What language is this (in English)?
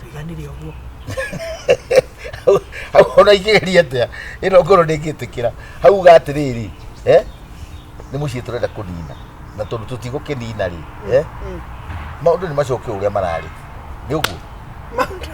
Kikuyu